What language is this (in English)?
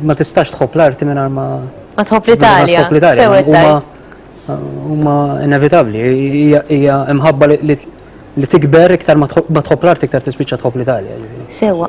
Maltese